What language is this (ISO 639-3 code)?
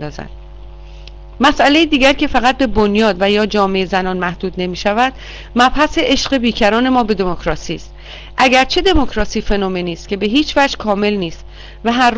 fas